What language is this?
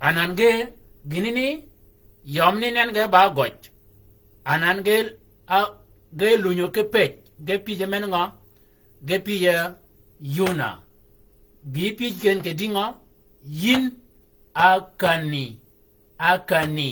Shilluk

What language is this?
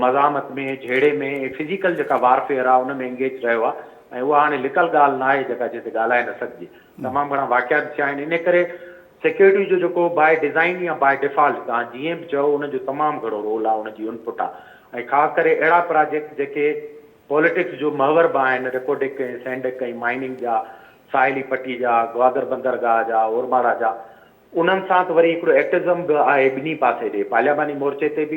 Sindhi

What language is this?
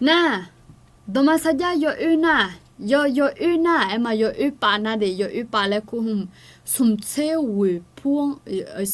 Akha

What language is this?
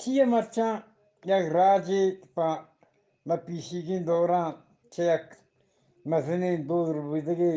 Eastern Balochi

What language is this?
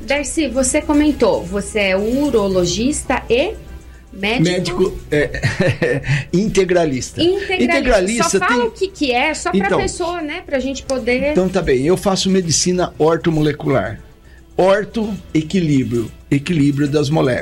Portuguese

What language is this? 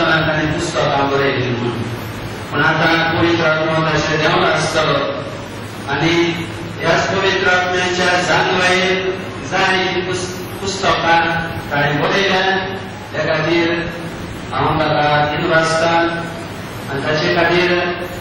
Konkani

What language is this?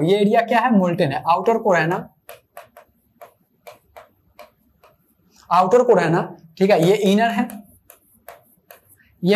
Hindi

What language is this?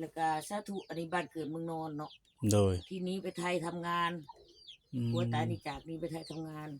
Northeastern Thai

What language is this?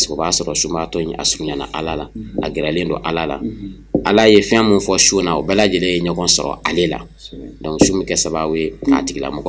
Bambara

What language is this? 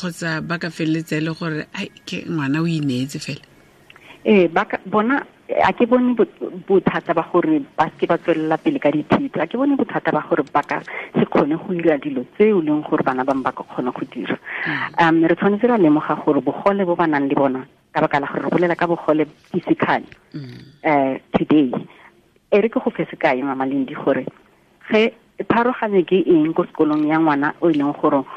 Tswana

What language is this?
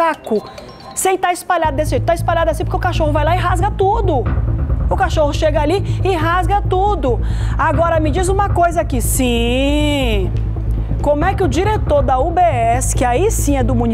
Portuguese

